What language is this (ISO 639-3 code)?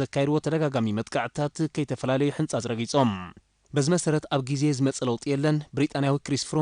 tir